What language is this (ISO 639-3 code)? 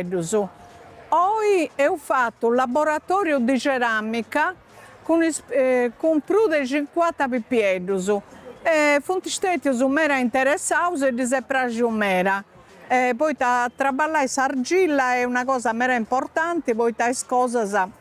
srd